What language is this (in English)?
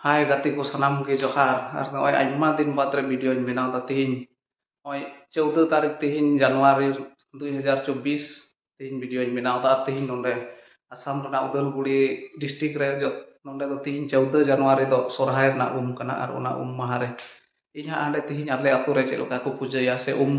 Santali